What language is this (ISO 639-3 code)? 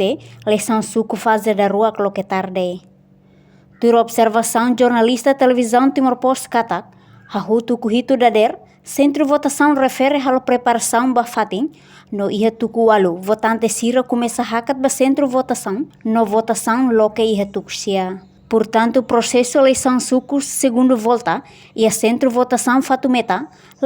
tet